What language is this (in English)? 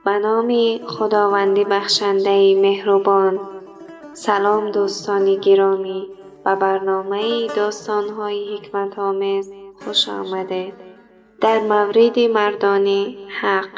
Tajik